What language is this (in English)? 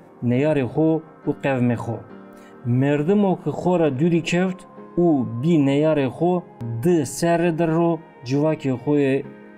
Zaza